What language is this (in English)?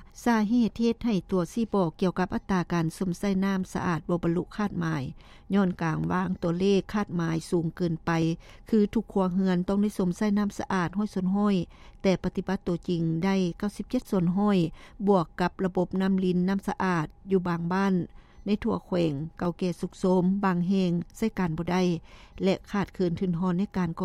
Lao